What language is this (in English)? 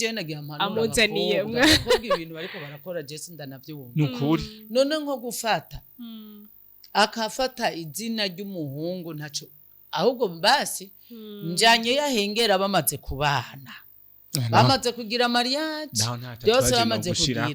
Rundi